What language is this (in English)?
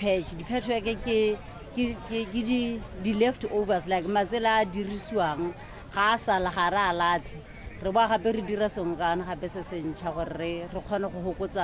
Tswana